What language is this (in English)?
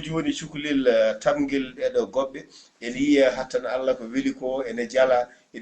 Fula